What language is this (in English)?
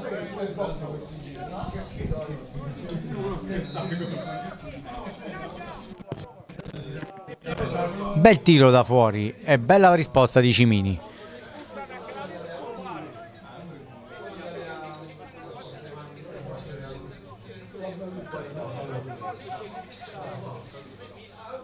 Italian